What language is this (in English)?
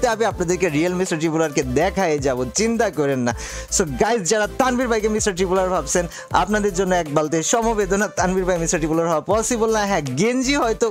Bangla